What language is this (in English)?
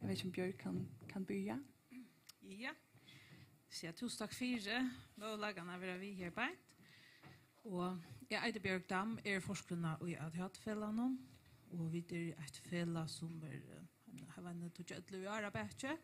Faroese